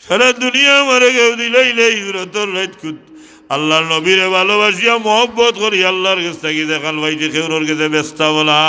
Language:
Sylheti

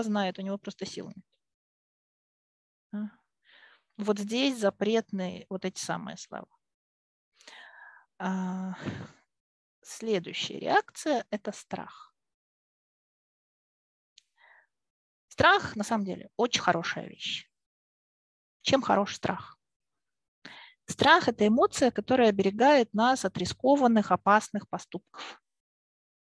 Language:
Russian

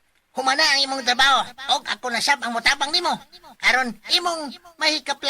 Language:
Cebuano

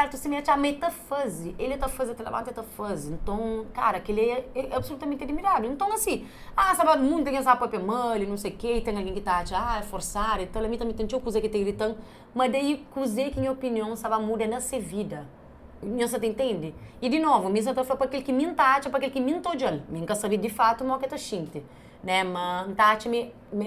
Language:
Kabuverdianu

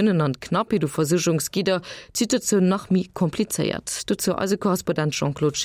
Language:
Luxembourgish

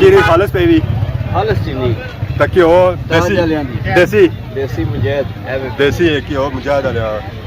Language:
Pahari-Potwari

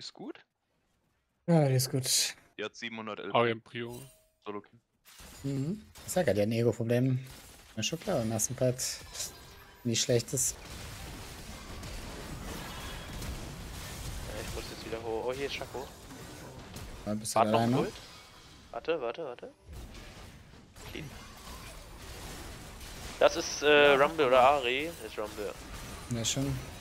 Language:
German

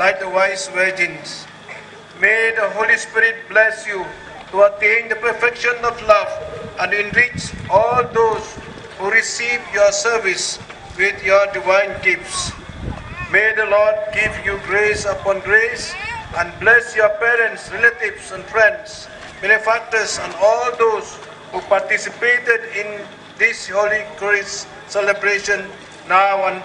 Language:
Khasi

